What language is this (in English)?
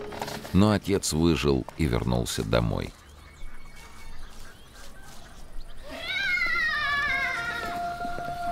Russian